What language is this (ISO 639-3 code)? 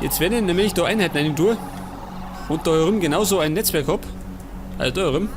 bar